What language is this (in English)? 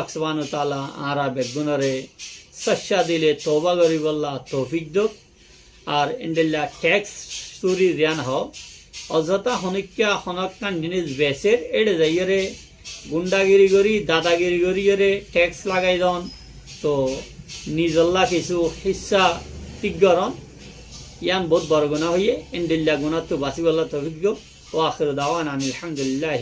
Rohingya